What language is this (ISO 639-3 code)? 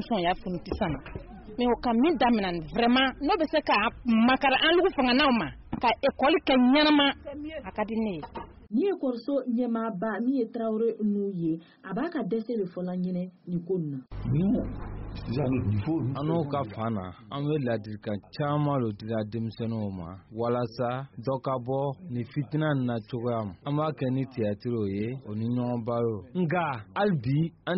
bam